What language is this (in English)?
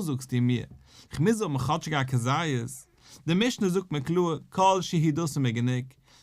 Yiddish